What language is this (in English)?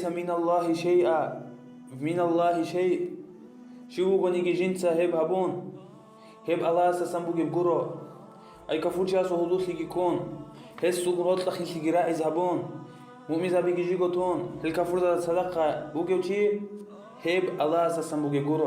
Avaric